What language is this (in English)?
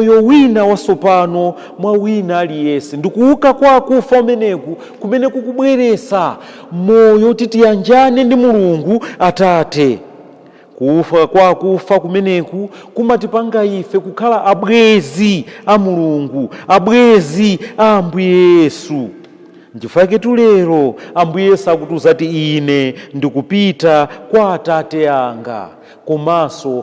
Nyanja